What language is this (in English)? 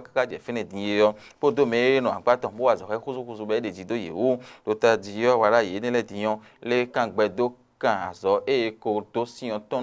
Fon